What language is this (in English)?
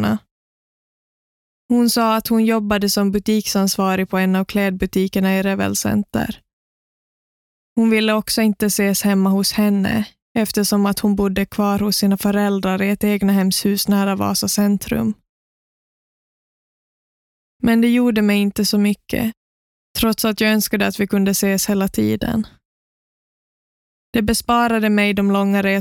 Swedish